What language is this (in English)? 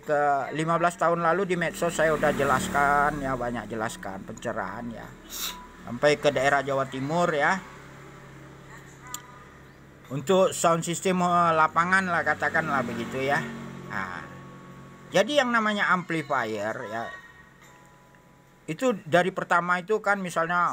Indonesian